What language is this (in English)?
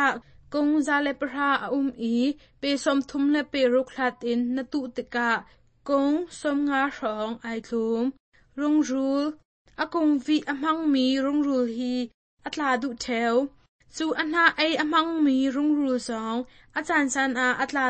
Hakha Chin